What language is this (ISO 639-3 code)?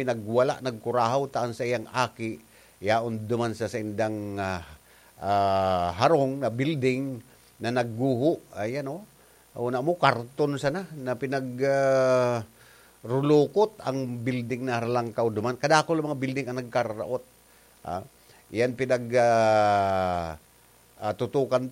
bik